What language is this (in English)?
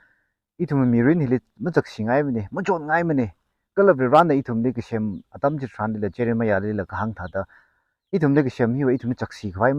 Tangkhul Naga (India)